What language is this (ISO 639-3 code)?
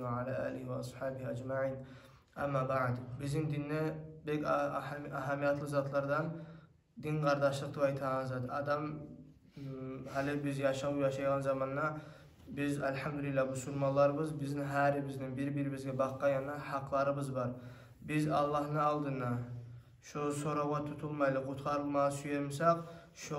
kum